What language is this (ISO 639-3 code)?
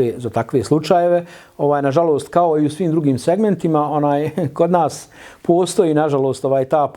bos